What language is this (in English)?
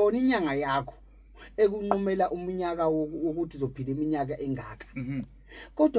Zulu